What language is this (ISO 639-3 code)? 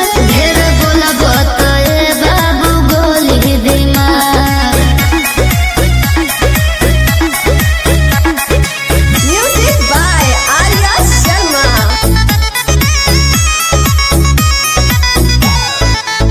bho